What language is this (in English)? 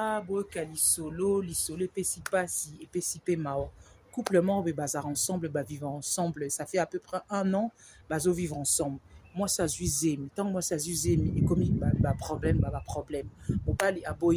Lingala